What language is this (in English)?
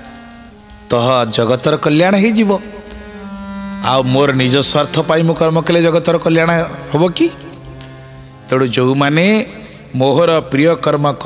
Odia